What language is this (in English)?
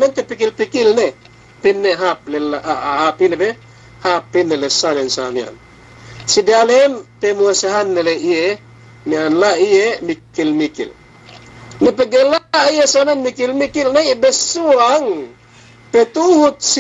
Yakan